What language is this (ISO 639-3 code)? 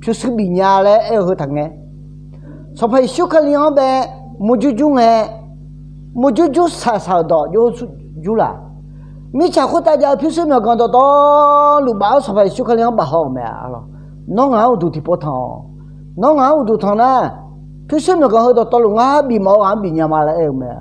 ahk